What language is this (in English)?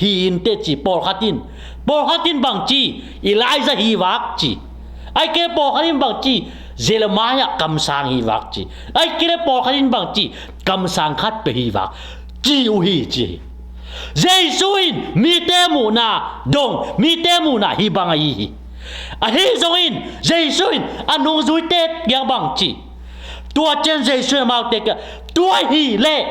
Tedim Chin